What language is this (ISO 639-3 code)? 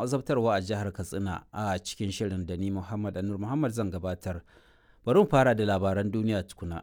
hau